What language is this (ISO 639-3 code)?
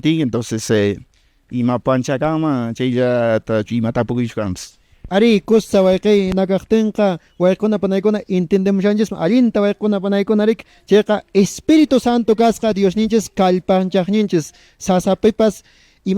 que